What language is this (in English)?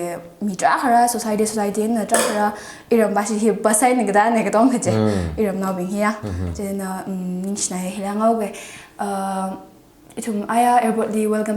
Tangkhul Naga (India)